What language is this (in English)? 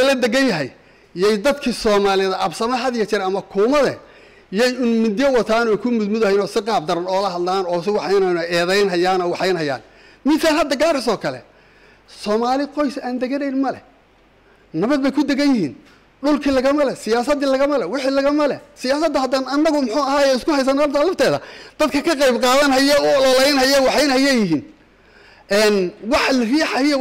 Somali